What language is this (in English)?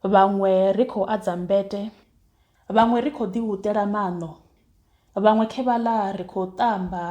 Venda